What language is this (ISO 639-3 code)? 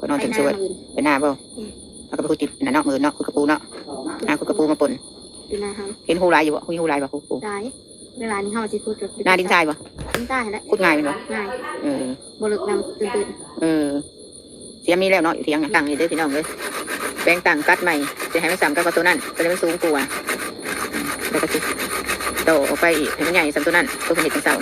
tts